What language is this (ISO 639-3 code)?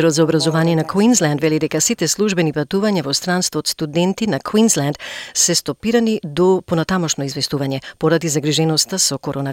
mkd